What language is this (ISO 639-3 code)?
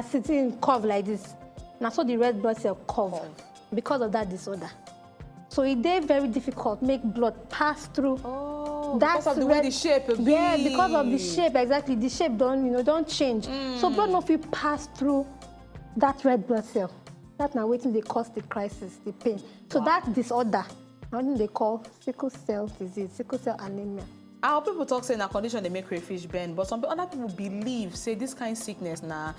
pcm